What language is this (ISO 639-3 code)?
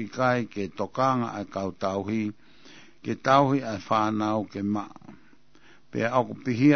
ton